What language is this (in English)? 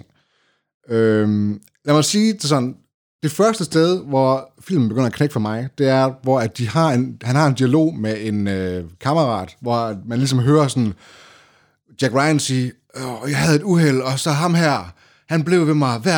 Danish